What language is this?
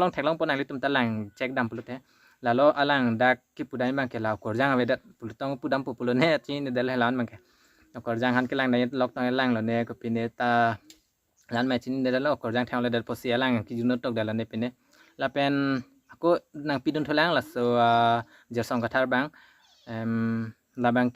Karbi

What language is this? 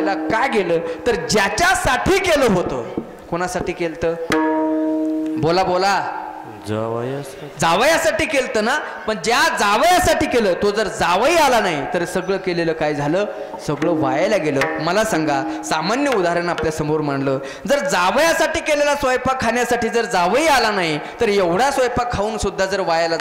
Marathi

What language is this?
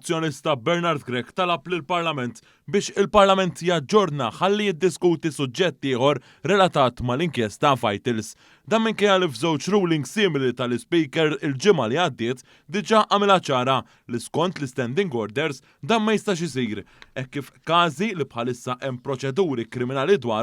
Maltese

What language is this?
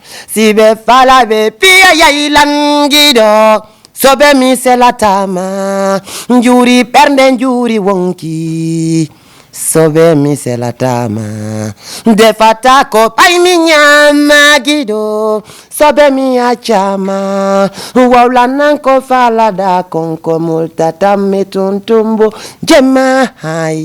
Fula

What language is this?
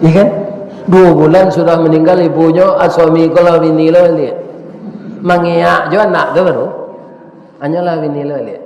Minangkabau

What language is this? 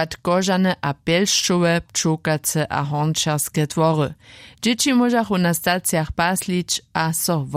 Upper Sorbian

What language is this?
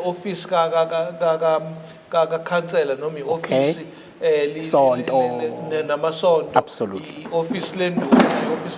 Zulu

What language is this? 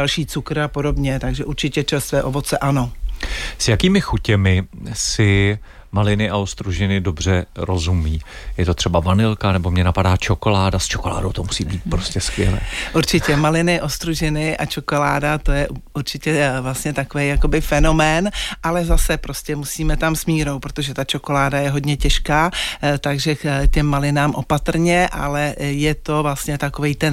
Czech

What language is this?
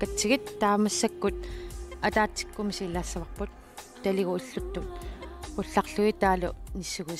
Kalaallisut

